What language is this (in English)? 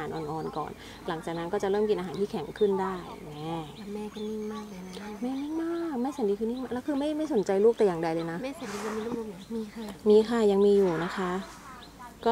Thai